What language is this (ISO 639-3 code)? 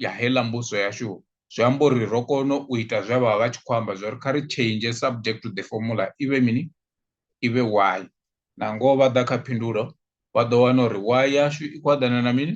ven